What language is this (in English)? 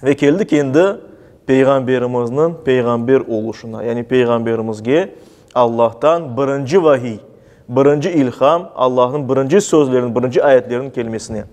Crimean Tatar